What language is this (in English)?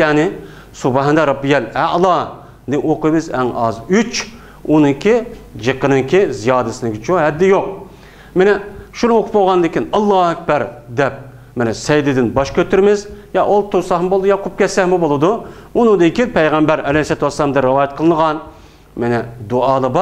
Uyghur